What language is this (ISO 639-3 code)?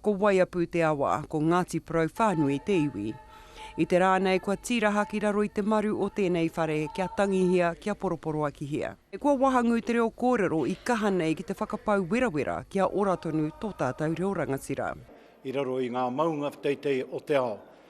mri